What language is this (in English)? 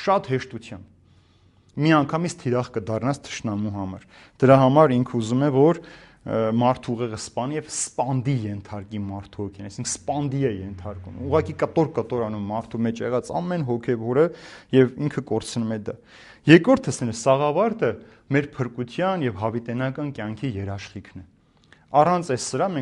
Armenian